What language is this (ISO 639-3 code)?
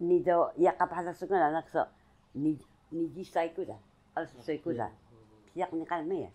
trv